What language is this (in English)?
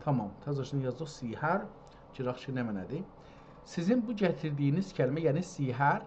South Azerbaijani